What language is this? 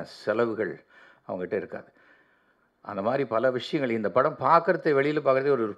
Tamil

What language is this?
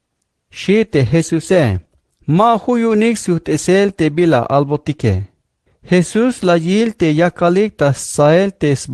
Tzeltal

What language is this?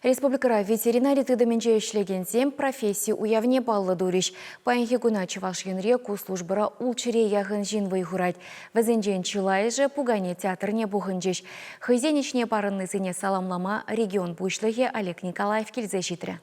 Chuvash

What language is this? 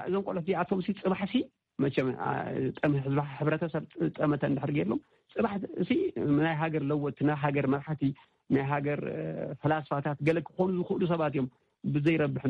Tigrinya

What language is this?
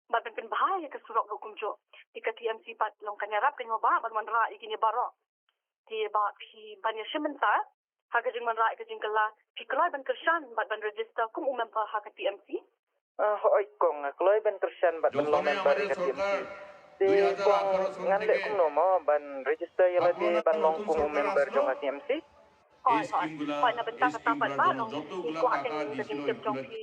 Khasi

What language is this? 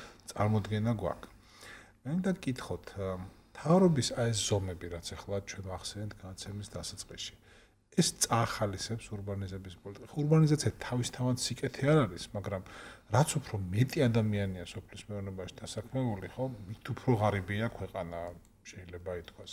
Georgian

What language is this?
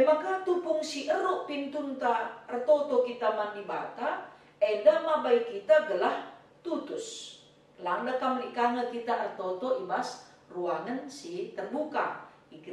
Batak Karo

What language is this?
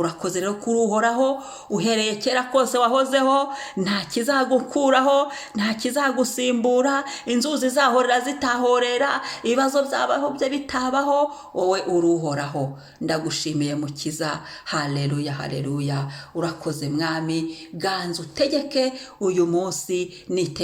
Kinyarwanda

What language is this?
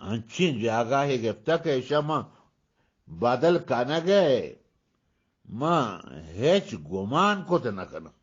Eastern Balochi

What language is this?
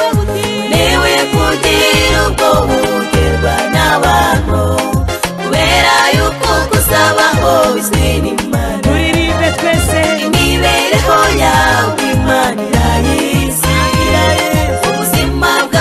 Kinyarwanda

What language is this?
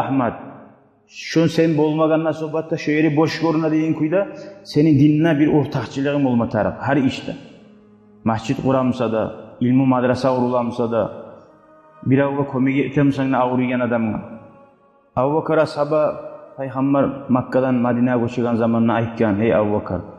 Kumyk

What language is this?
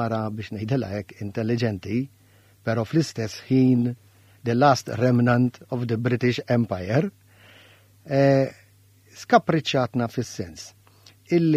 Maltese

